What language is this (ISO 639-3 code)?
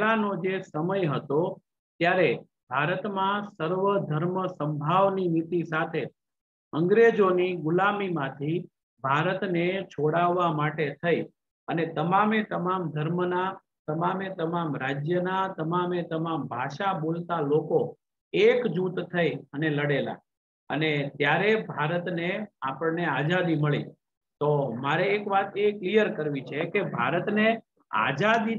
guj